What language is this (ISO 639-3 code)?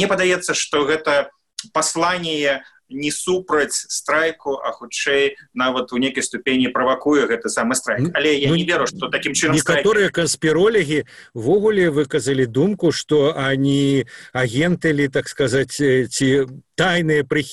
bel